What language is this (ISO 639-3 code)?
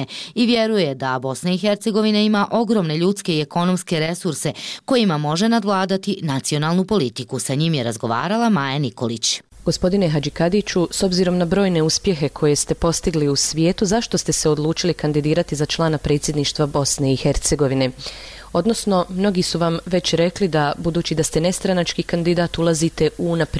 hrv